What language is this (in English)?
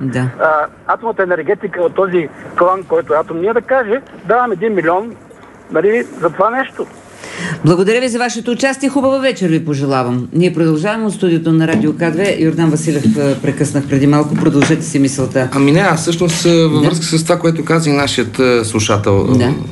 Bulgarian